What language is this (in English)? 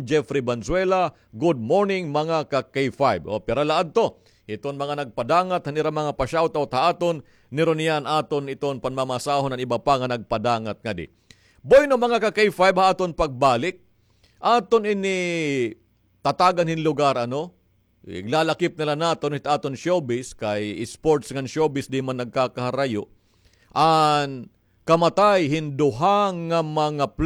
Waray